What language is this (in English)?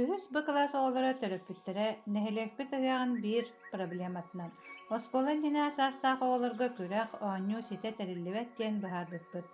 Yakut